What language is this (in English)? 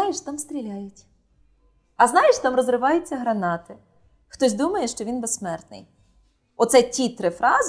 Ukrainian